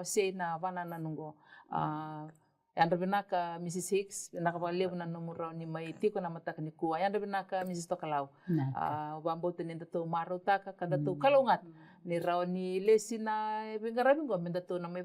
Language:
Fijian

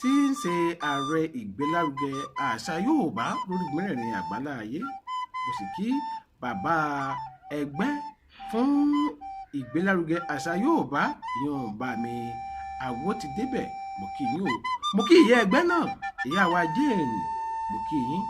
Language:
Yoruba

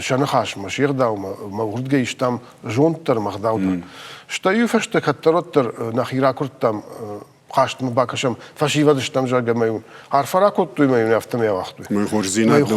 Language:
Ossetic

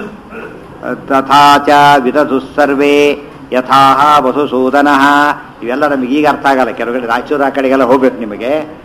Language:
Kannada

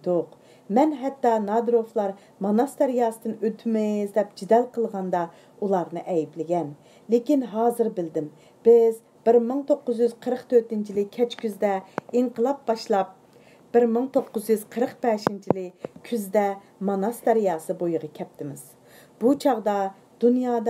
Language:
Uyghur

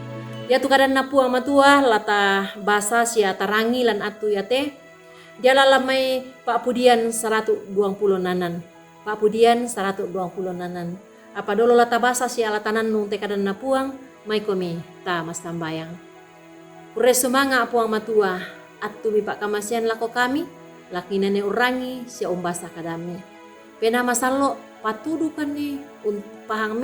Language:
Toraja-Sa'dan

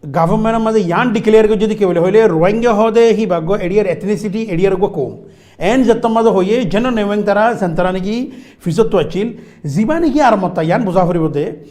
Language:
Rohingya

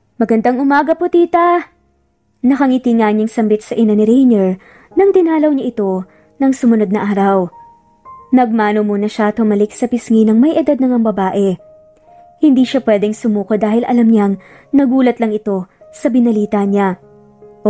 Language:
Filipino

